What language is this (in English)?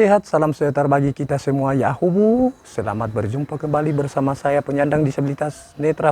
Nias